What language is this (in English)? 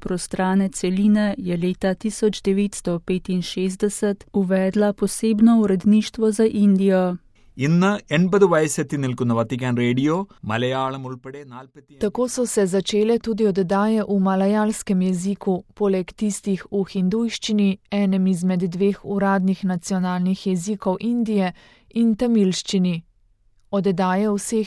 Slovenian